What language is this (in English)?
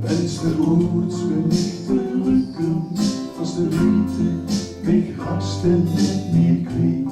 Limburgish